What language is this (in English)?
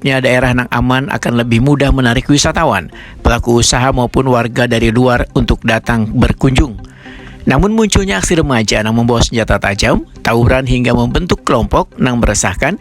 Banjar